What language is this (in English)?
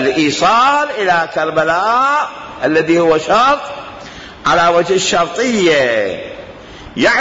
Mesopotamian Arabic